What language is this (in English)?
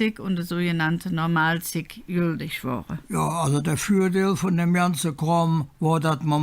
Colognian